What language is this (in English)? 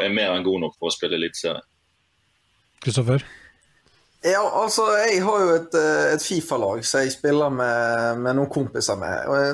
Norwegian